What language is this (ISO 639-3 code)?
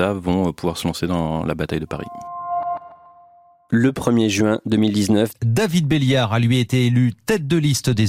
fra